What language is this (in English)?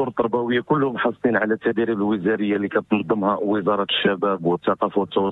Moroccan Arabic